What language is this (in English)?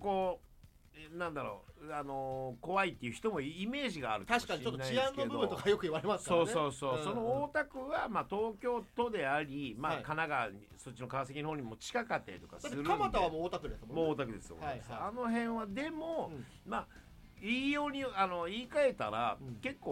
Japanese